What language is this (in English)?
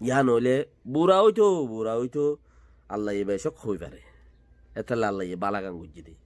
Rohingya